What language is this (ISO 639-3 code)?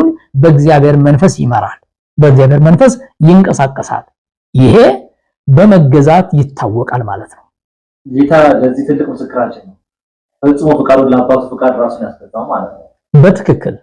amh